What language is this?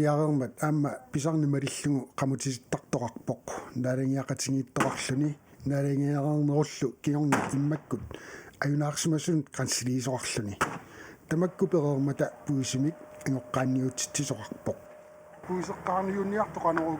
Kalaallisut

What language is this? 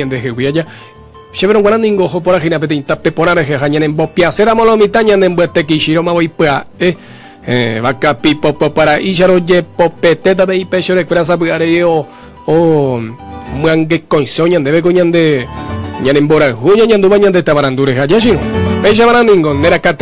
Guarani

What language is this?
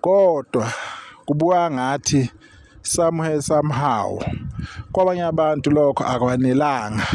Zulu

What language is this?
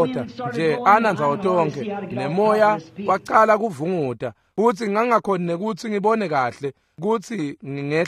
Swati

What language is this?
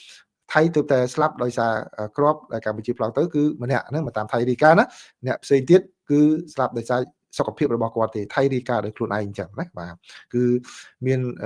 Khmer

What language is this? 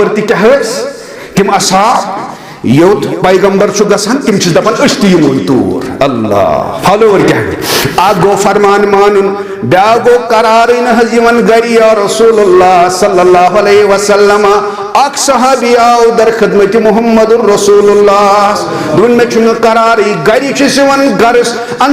Kashmiri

